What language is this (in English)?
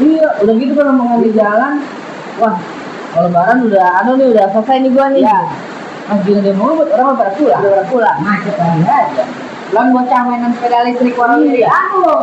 Betawi